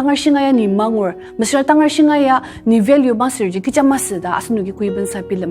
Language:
Ao Naga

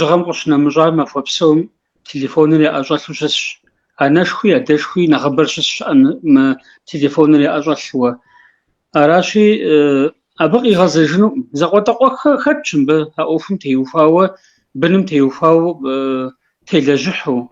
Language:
Kabardian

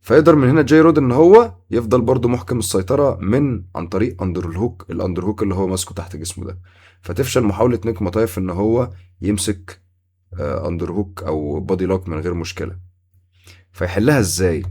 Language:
Egyptian Arabic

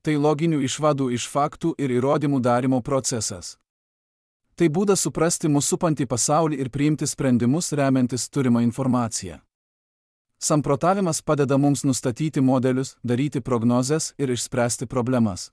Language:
Lithuanian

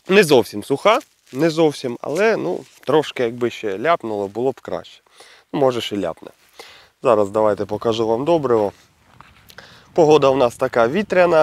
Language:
Ukrainian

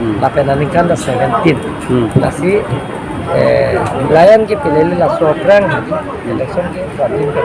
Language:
Karbi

